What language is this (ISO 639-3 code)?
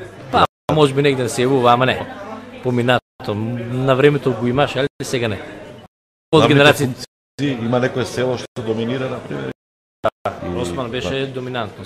mkd